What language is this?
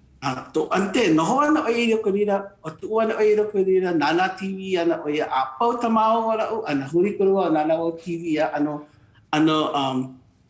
Hawaiian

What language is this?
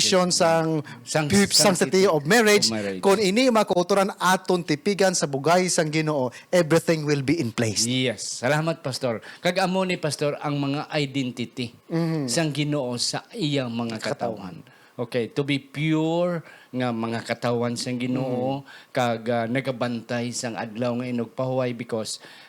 Hiligaynon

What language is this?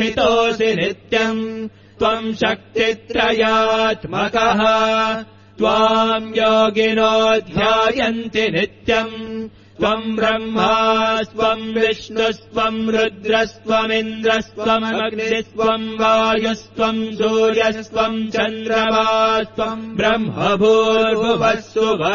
Sanskrit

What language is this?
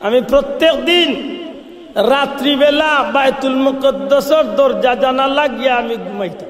Sylheti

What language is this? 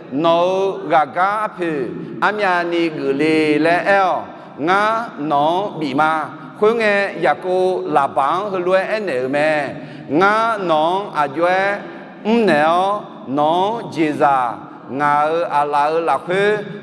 Akha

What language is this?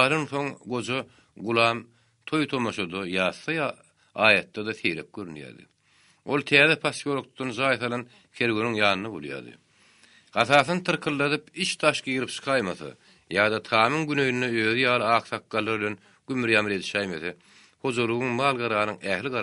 Turkmen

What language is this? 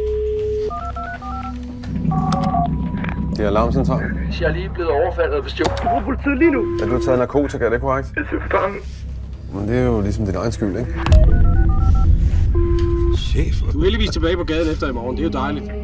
Danish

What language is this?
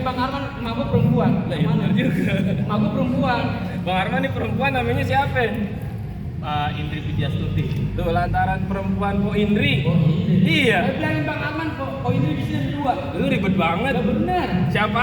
Betawi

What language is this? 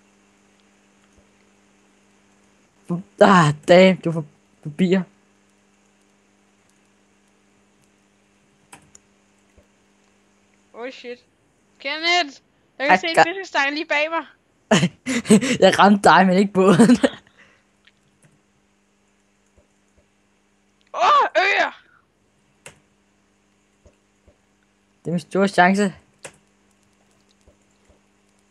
Danish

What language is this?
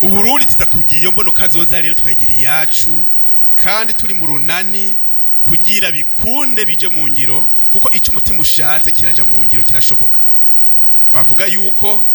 Rundi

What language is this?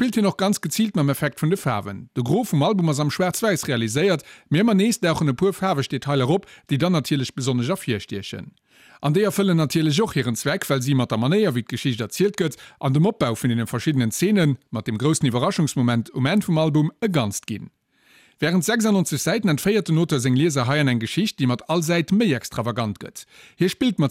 Luxembourgish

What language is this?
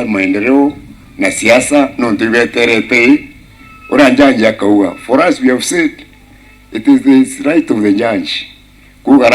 Meru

